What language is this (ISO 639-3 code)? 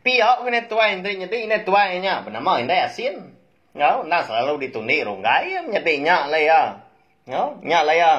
iba